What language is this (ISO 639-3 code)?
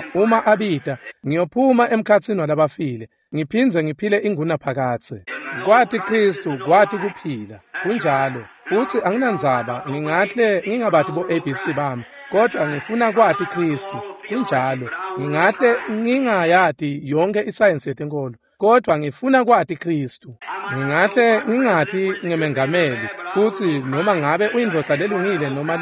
ssw